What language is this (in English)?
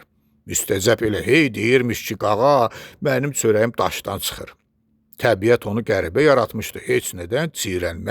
Azerbaijani